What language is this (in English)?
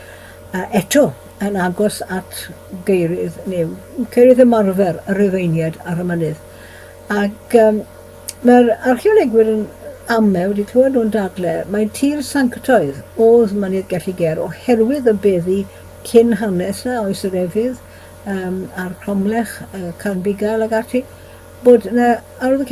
Welsh